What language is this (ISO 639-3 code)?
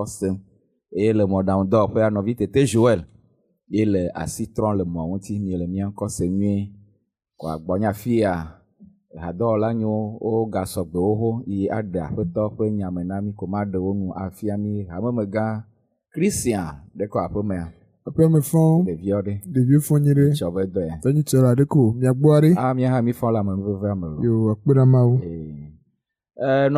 ewe